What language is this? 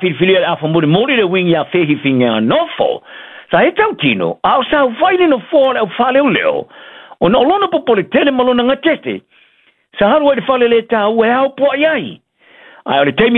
Samoan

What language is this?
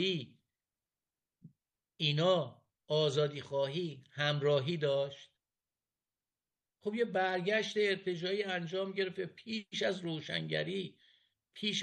Persian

